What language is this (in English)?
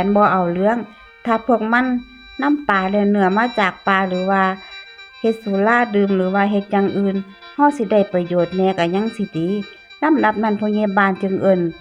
Northeastern Thai